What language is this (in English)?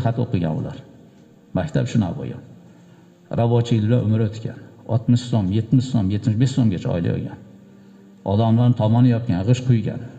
Uzbek